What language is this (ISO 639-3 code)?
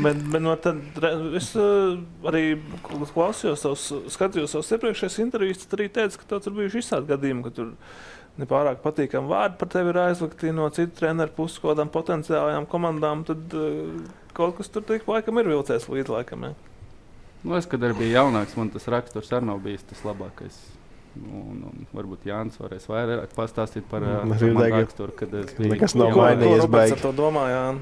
lav